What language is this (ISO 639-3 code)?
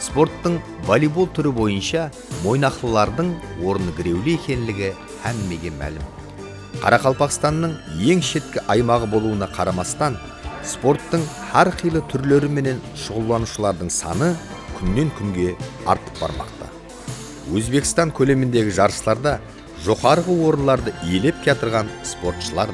kaa